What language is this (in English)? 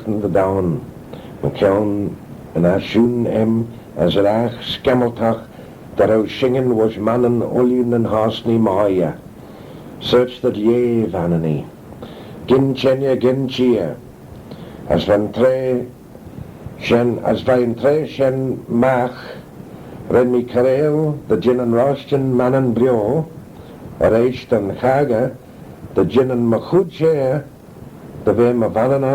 Manx